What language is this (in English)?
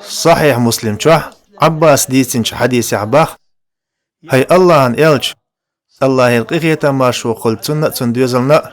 Chechen